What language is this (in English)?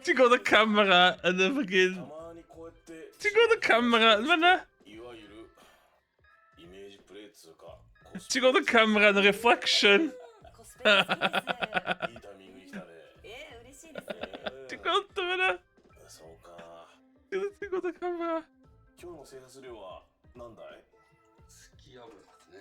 Welsh